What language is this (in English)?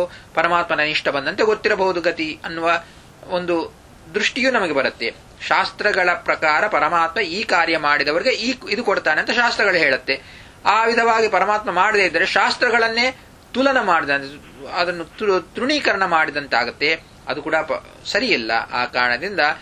Kannada